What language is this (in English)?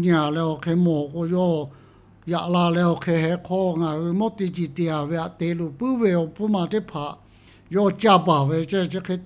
Lahu